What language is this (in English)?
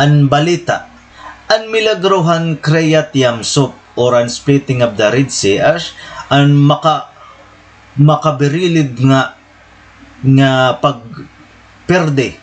Waray